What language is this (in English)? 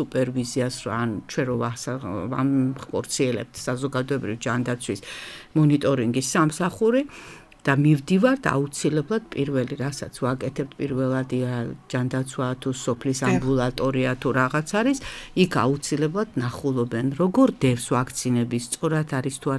Georgian